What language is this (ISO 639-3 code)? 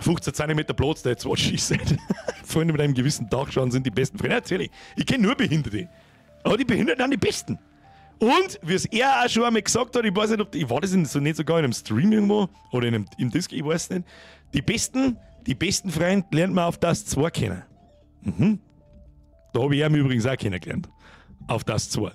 bar